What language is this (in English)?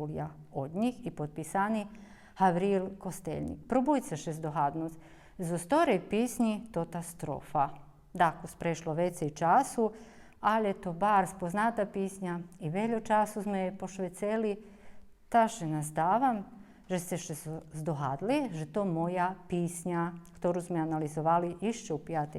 Rusyn